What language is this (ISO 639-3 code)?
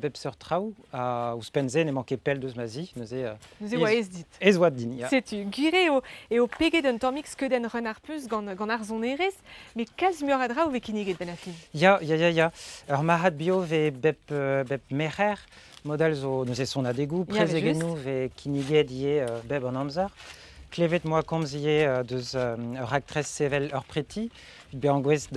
bre